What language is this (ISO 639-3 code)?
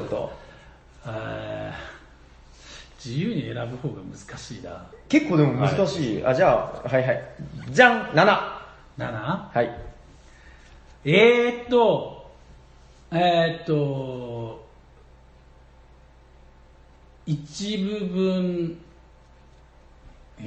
jpn